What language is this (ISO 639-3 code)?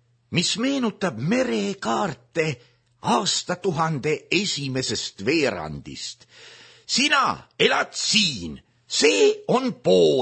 est